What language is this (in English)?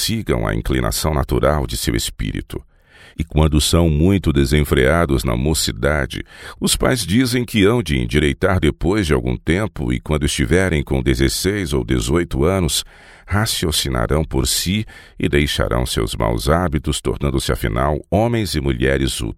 Portuguese